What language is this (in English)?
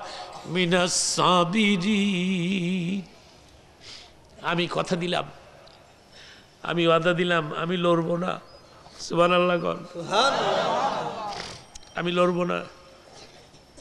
Bangla